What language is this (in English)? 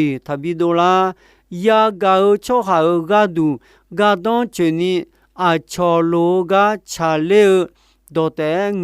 Akha